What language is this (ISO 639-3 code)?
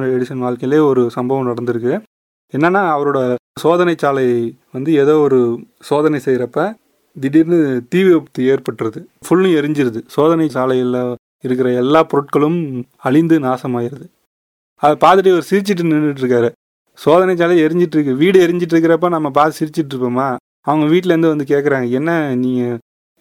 tam